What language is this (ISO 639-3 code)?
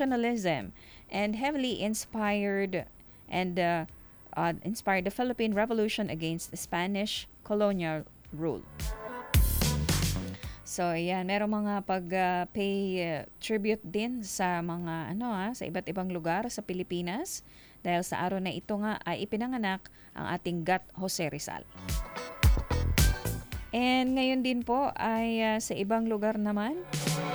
fil